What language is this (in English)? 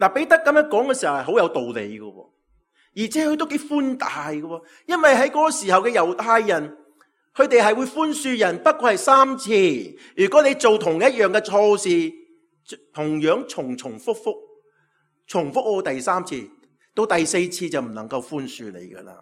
Cantonese